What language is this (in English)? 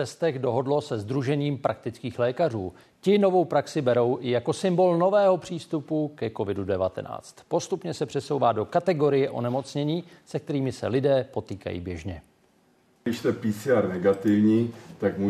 Czech